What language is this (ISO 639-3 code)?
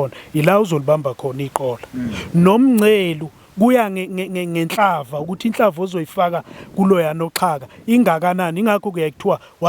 zul